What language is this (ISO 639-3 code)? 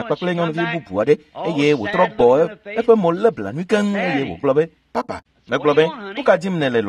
ewe